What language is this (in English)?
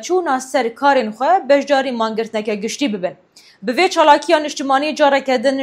Kurdish